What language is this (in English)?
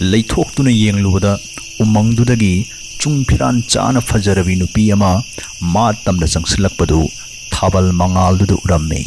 Manipuri